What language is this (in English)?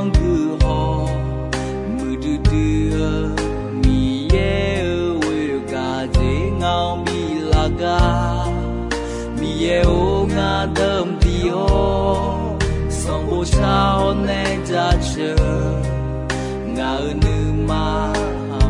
Akha